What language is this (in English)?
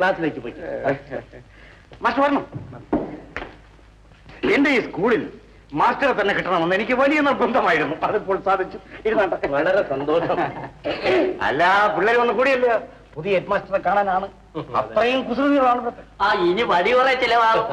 Malayalam